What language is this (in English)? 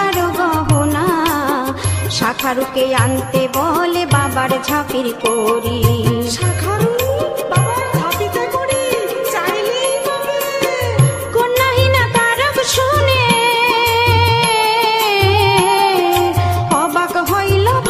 Bangla